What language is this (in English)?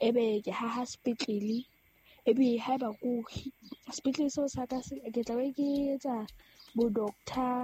Southern Sotho